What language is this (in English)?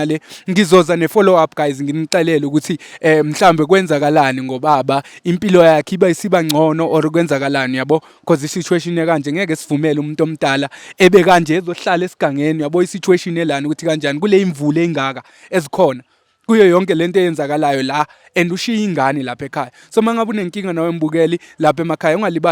Zulu